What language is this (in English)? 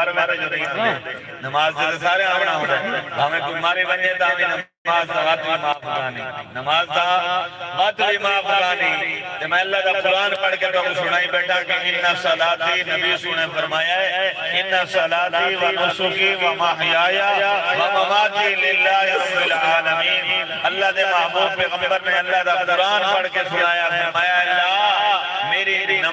Saraiki